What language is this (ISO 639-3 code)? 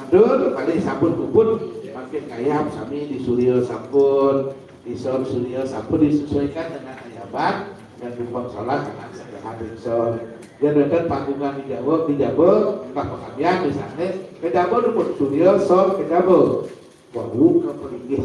ban